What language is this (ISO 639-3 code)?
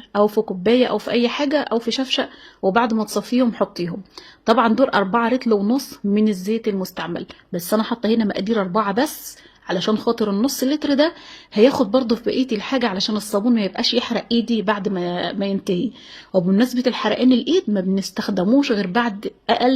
arz